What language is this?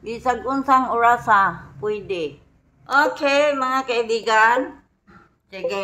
Cebuano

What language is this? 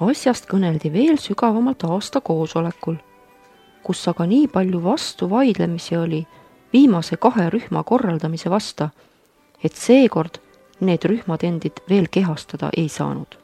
Estonian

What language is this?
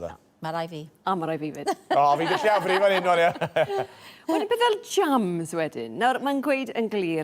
Welsh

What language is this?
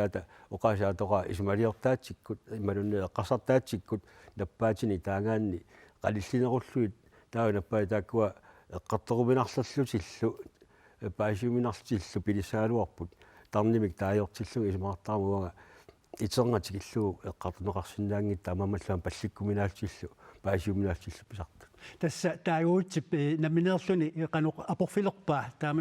Kalaallisut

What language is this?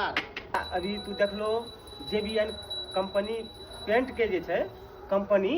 Maithili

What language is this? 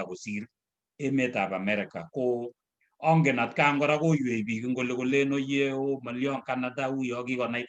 Kalenjin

